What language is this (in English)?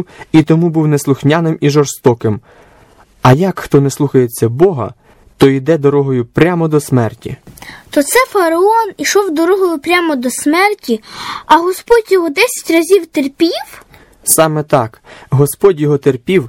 Ukrainian